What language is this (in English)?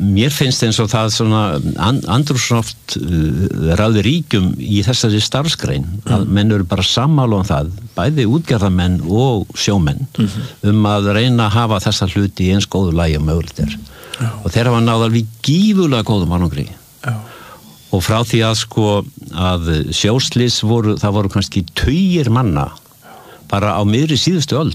Icelandic